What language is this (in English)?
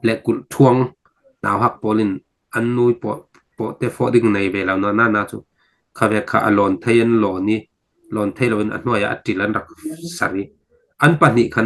Falam Chin